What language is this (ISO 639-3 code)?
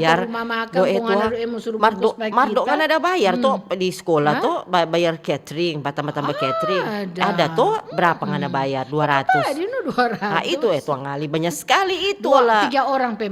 xmm